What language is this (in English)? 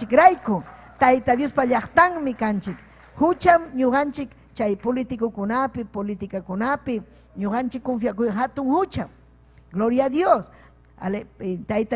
Ayacucho Quechua